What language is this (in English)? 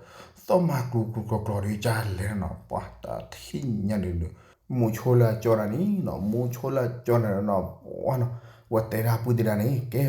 S'gaw Karen